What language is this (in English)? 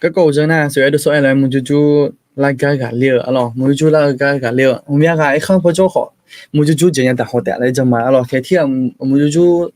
Akha